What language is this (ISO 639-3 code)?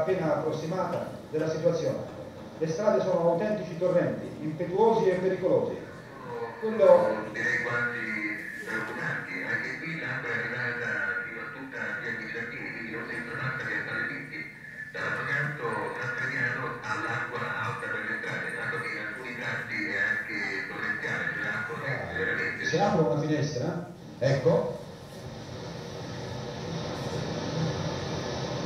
ita